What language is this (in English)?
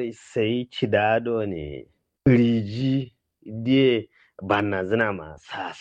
Kanuri